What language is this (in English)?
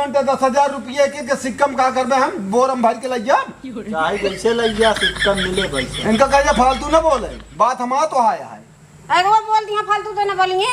Awadhi